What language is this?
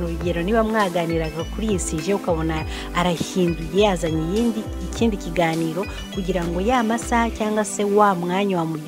Kinyarwanda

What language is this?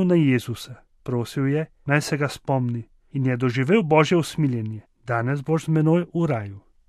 Slovenian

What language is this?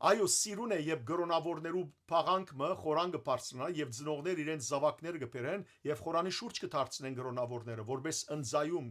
Western Armenian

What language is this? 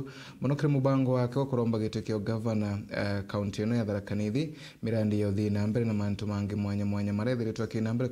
Meru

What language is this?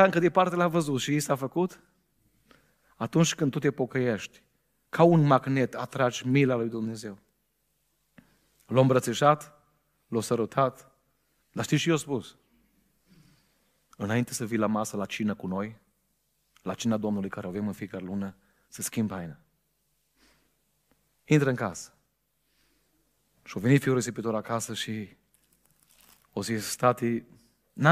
Romanian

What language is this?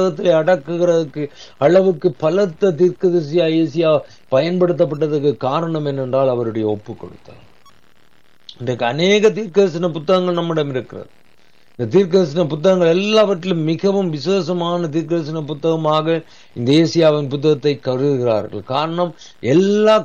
Tamil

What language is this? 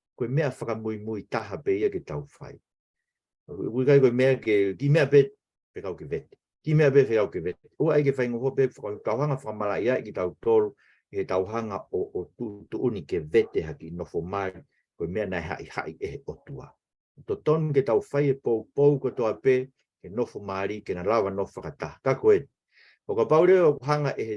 Tongan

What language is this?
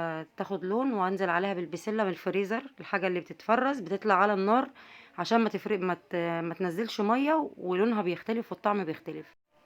Egyptian Arabic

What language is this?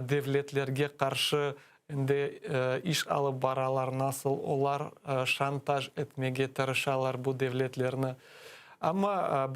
Crimean Tatar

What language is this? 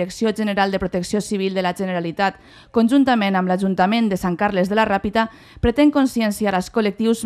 Catalan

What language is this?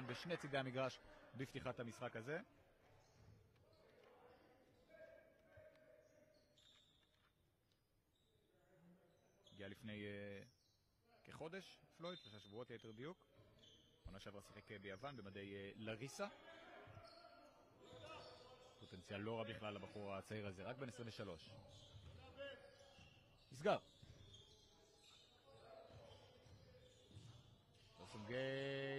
Hebrew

